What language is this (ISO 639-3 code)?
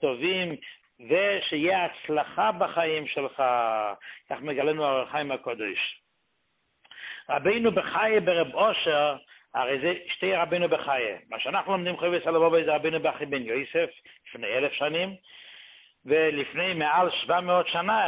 heb